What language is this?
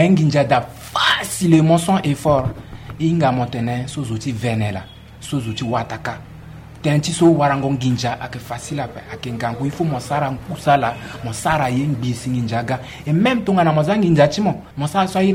Sango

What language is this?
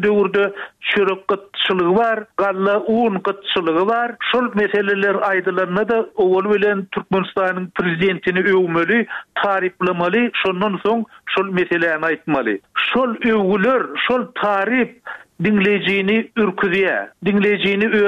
Turkmen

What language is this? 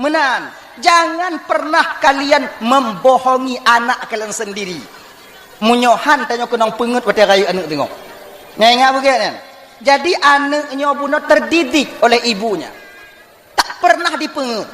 Achinese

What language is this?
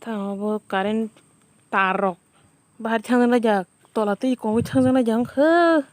Kok Borok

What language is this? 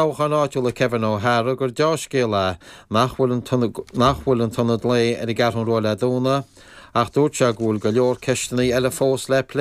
Irish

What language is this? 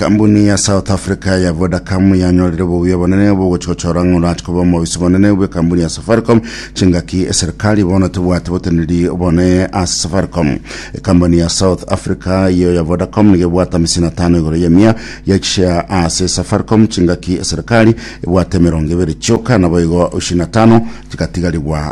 Gusii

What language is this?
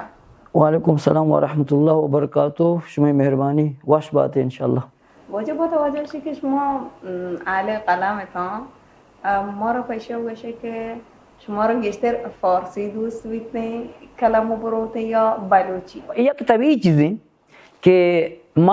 Baluchi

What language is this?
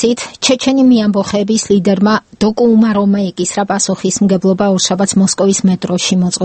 Georgian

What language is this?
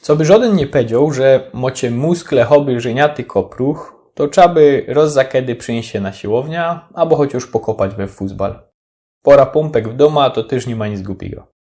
Silesian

